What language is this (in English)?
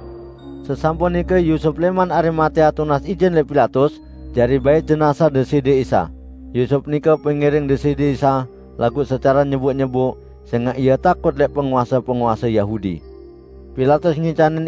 Sasak